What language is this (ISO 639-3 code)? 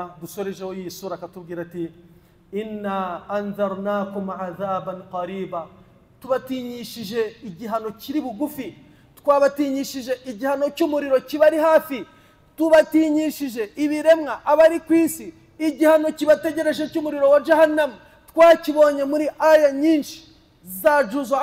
kin